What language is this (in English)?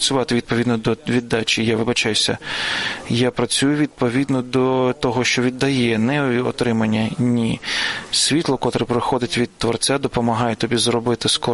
Ukrainian